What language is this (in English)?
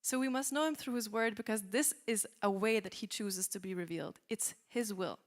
English